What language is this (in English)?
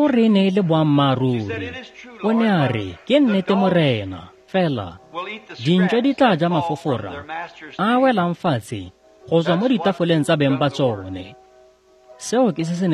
Tswana